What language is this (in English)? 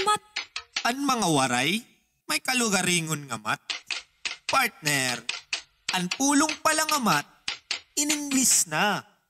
Waray